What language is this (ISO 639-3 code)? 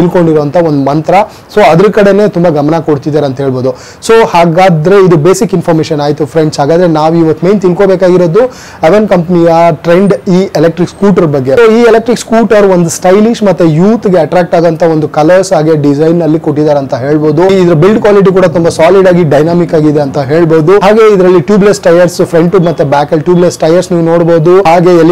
kan